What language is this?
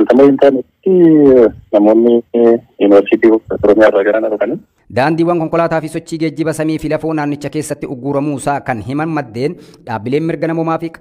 Oromo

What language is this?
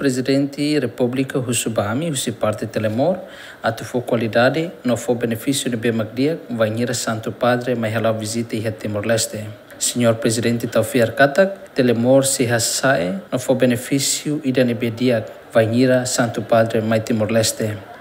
Tetum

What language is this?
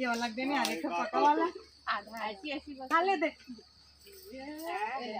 Chhattisgarhi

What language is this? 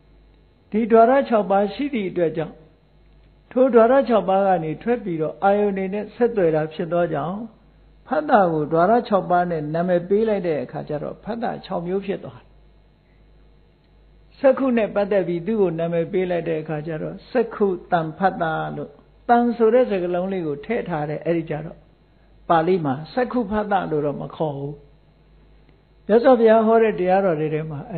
Burmese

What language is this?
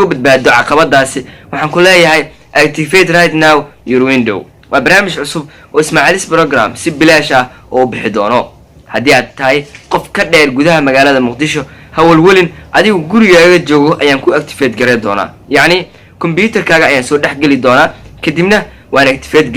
Somali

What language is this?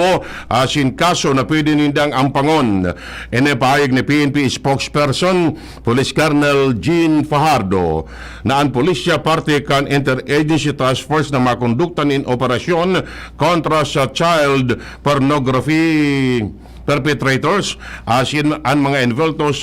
Bikol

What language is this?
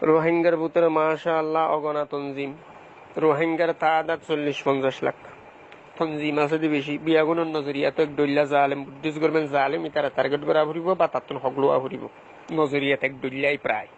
Rohingya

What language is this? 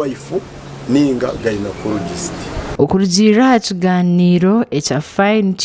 Nyankole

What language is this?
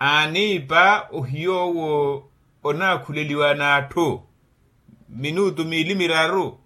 Makhuwa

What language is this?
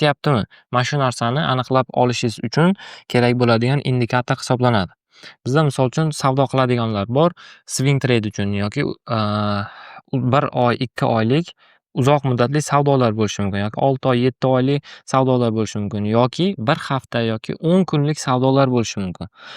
Uzbek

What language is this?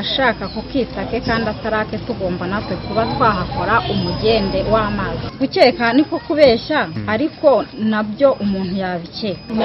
Kinyarwanda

